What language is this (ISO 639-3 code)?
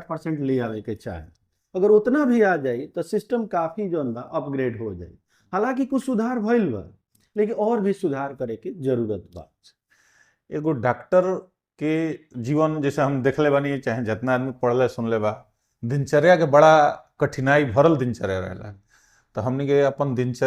bho